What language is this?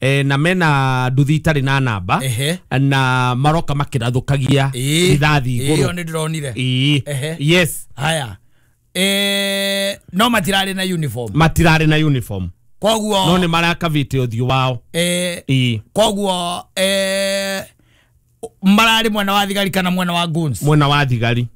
Kikuyu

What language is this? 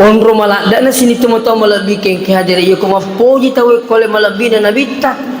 Buginese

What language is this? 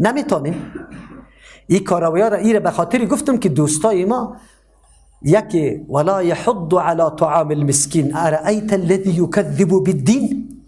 Persian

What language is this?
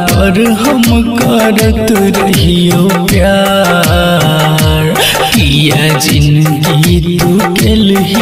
Bhojpuri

